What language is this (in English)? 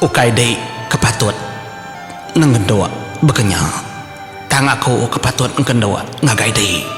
Iban